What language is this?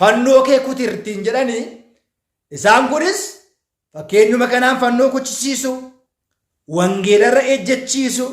Oromo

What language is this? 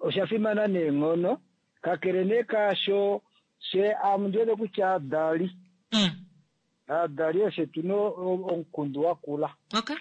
Kuanyama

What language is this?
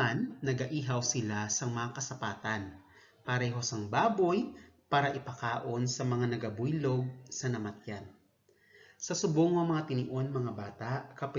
Hiligaynon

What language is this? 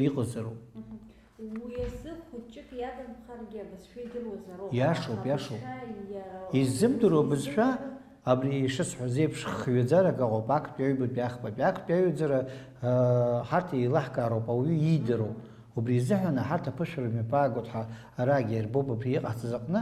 Abkhazian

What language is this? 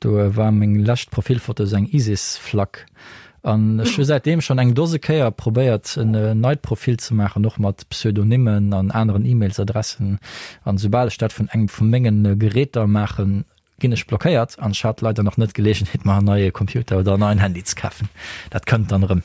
Luxembourgish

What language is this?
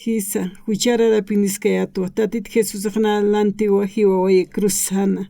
Aymara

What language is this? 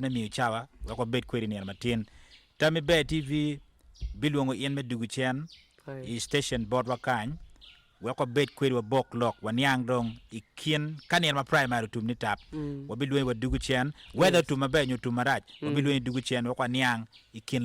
Acoli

